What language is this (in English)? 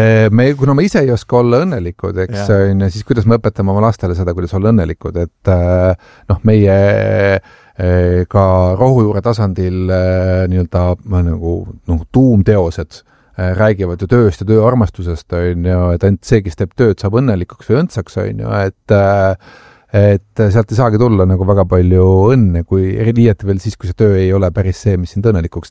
Estonian